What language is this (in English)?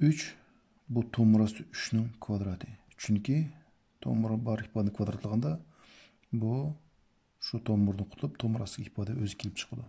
Uyghur